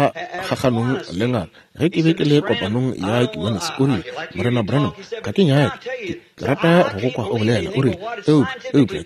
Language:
Northern Sotho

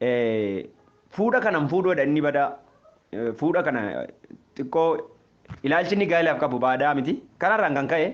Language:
Oromo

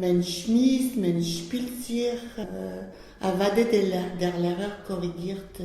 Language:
Yiddish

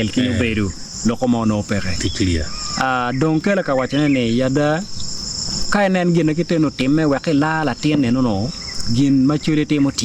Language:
Acoli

